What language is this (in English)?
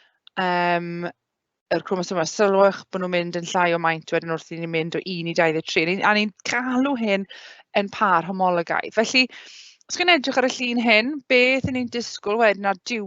Welsh